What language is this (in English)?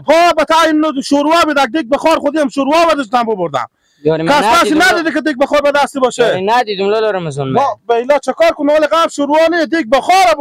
Persian